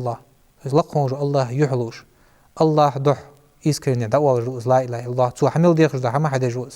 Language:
Ingush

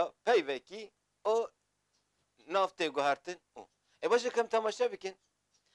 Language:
Kurdish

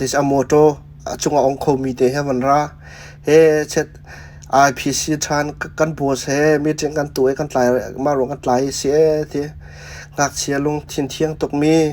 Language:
Hakha Chin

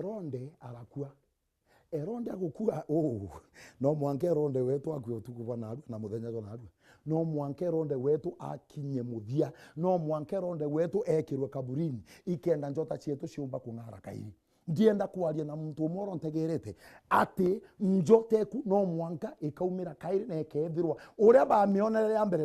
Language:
Meru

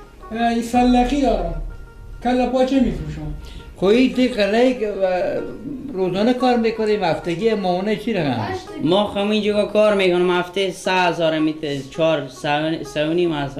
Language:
Persian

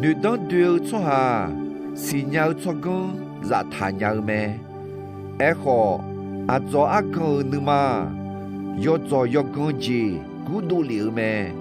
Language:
Akha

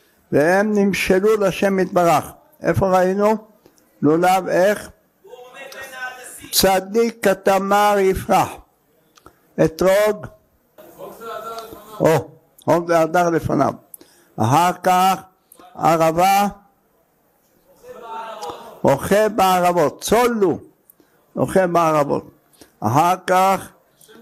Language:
Hebrew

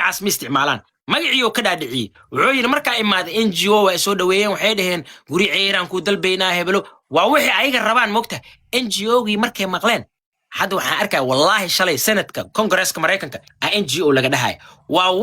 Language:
Somali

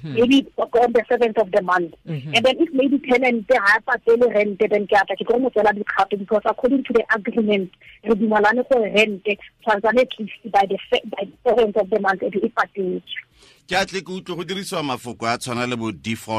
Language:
Tswana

